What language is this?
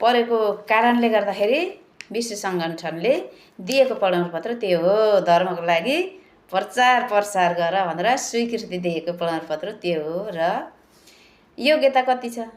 Nepali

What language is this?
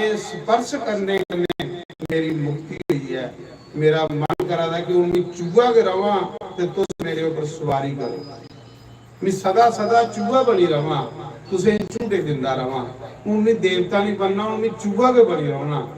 Dogri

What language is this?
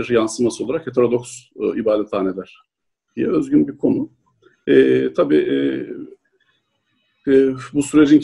Turkish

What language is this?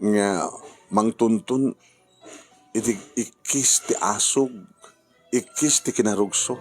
Iloko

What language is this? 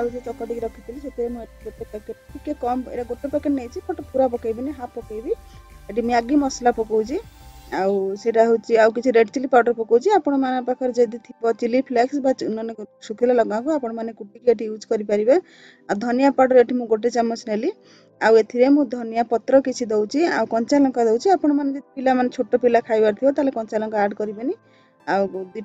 Odia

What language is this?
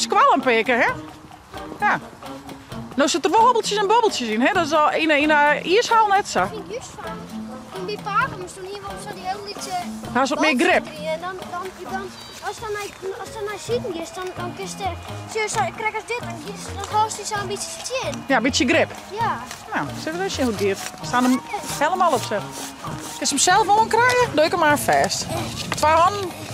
Western Frisian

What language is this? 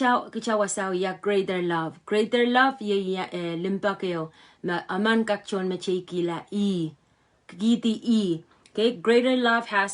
Pohnpeian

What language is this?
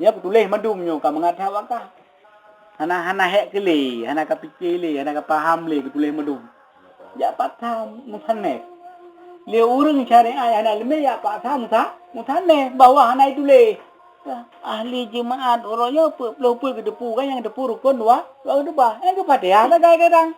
Achinese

